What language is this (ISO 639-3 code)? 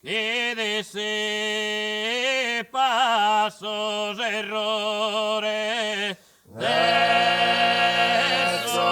srd